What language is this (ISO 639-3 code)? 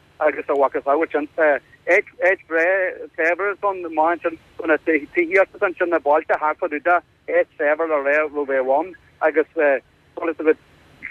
gle